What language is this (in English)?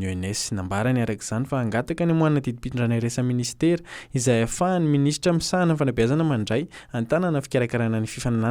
Malagasy